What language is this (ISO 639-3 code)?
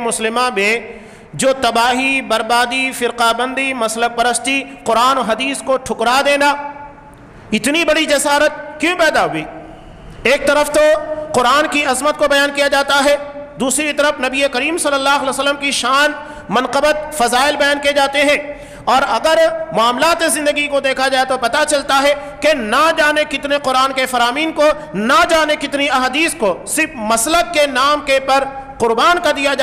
urd